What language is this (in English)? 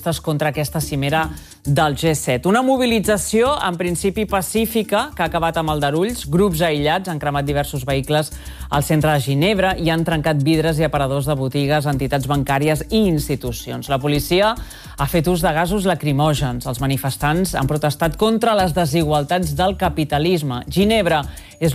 Catalan